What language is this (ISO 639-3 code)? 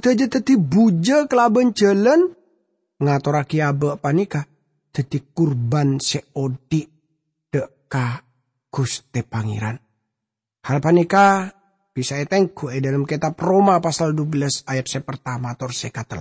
mad